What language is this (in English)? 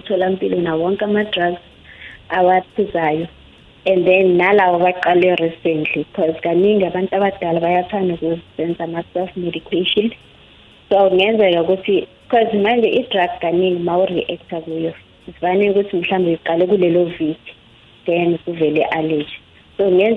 South Ndebele